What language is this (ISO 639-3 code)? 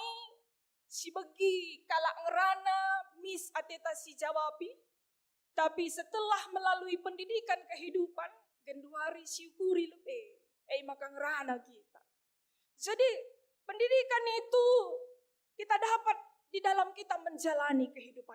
btx